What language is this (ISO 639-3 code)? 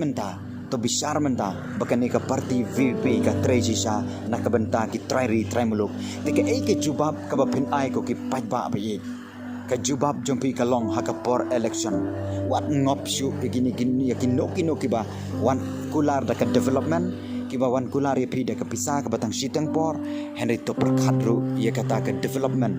kha